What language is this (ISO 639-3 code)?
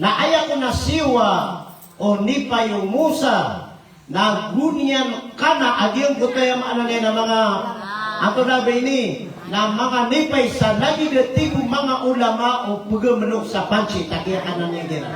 mrw